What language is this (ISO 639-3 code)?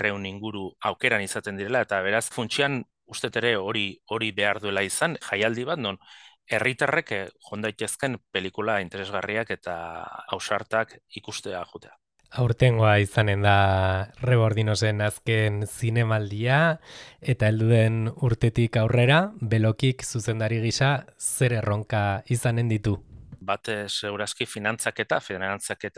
eus